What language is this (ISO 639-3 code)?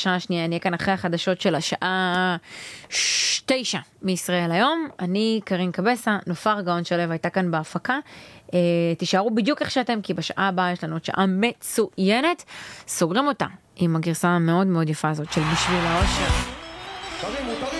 heb